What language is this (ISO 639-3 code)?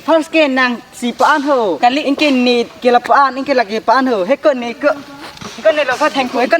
mjw